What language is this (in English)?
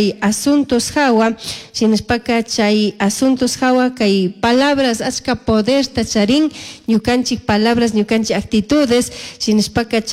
Chimborazo Highland Quichua